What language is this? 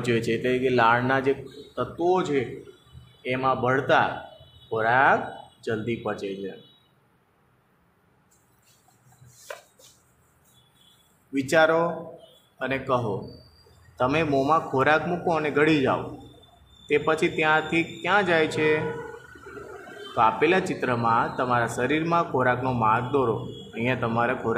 Gujarati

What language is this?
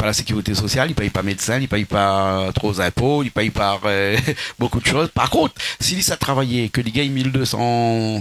Réunion Creole French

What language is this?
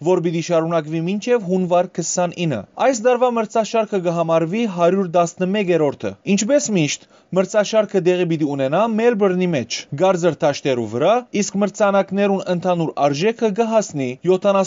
Western Armenian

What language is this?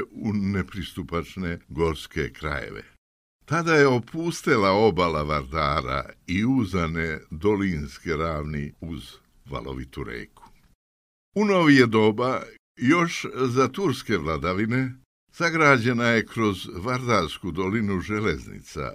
Serbian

